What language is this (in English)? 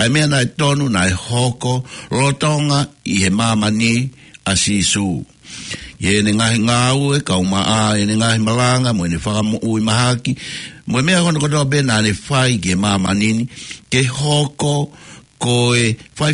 Tongan